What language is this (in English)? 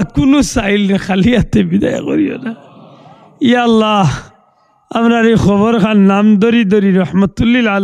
Sylheti